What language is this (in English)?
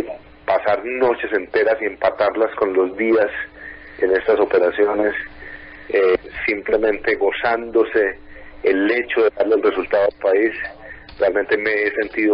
Spanish